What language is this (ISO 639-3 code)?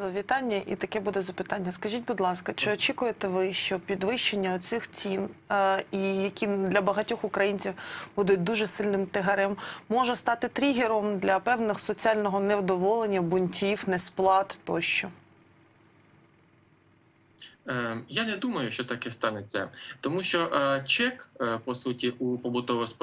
ukr